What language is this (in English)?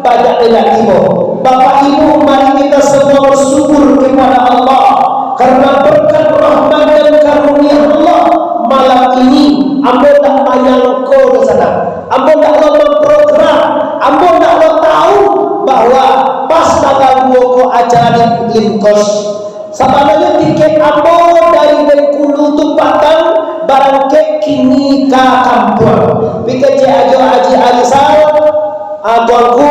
Minangkabau